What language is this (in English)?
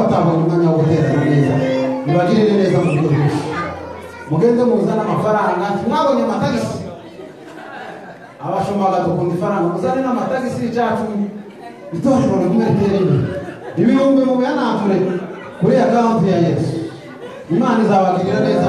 Kinyarwanda